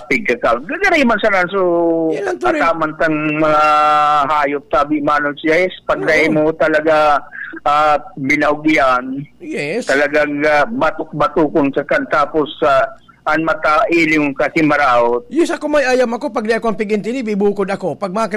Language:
Bikol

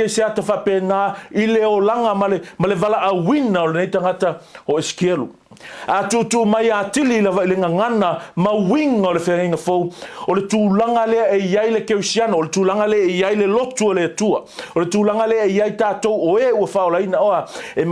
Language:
Samoan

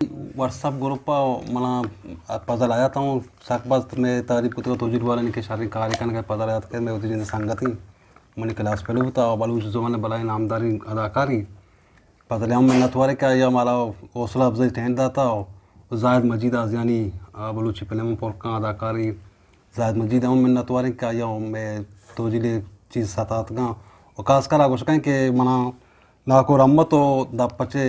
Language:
Eastern Balochi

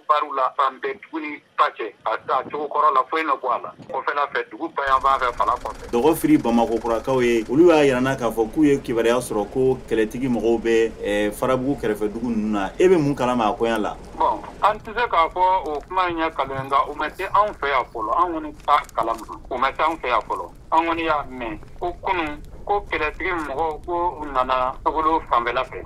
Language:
Bambara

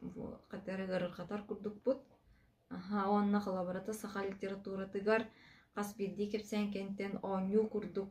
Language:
Yakut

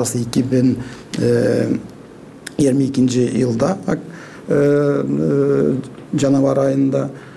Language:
Gagauz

